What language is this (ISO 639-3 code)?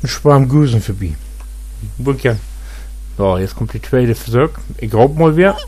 nds